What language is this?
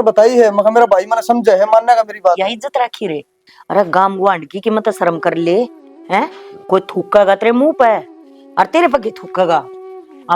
Haryanvi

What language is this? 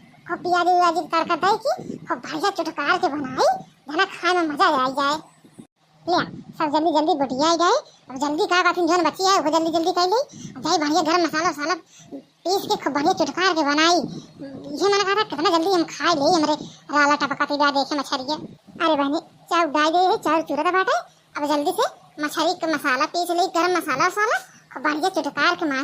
Awadhi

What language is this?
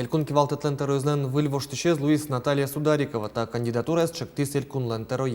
Udmurt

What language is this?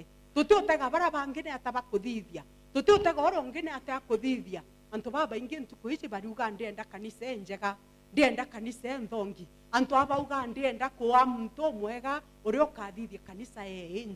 Meru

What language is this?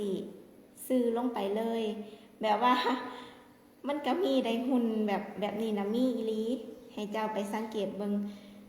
Lao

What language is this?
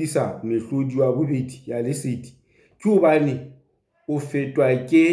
Southern Sotho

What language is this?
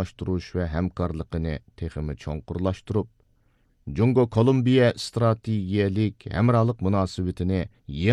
Uyghur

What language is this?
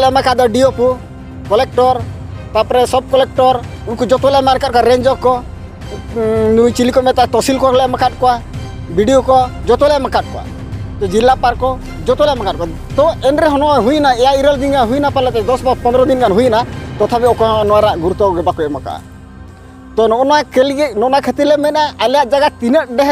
Santali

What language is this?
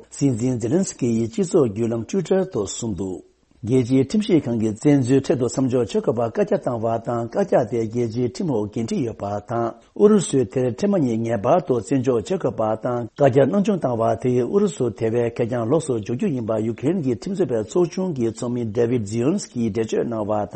Tibetan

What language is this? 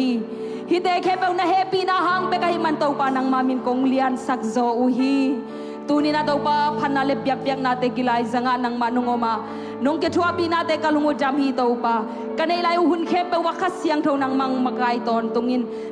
Tedim Chin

